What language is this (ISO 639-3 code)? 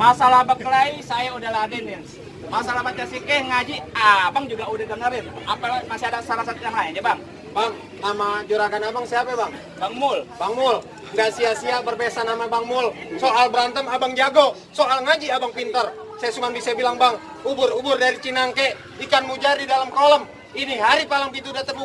bew